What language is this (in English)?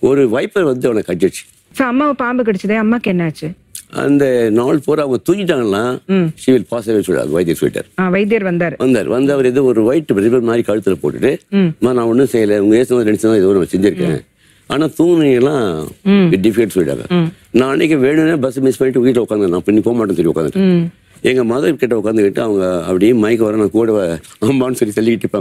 Tamil